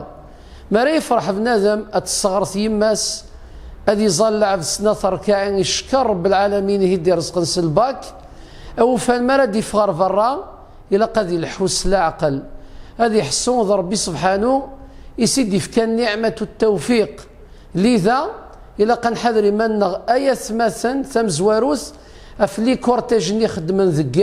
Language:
Kabyle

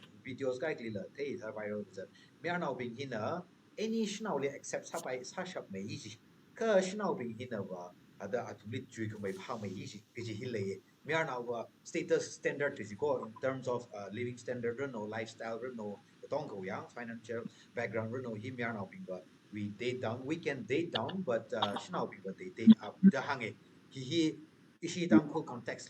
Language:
Tangkhul Naga (India)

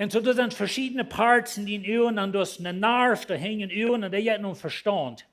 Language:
Plautdietsch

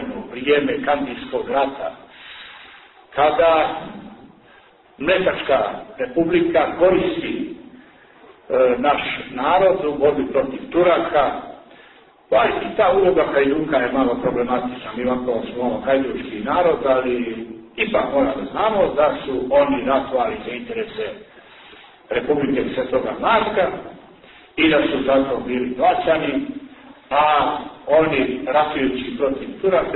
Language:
Serbian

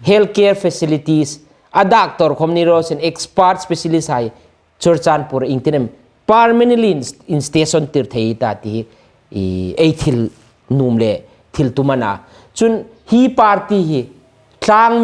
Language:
Hmar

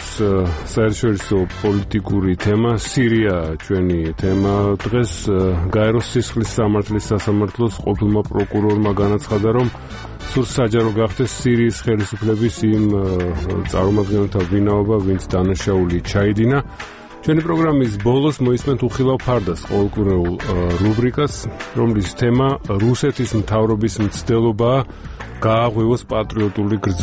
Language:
Georgian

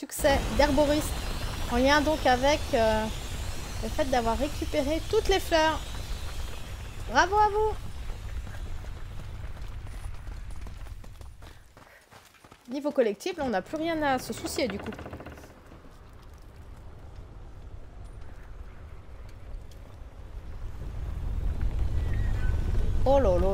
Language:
French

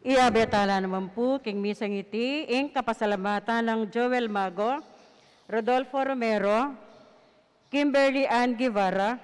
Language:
Pampanga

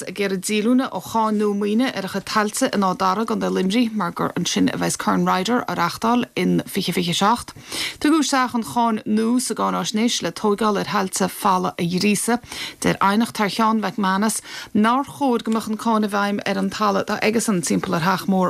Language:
Irish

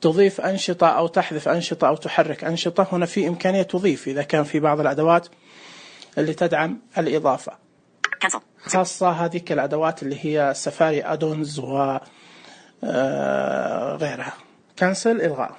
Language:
Najdi Arabic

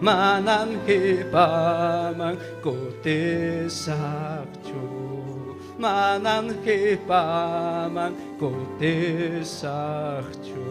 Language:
Ayacucho Quechua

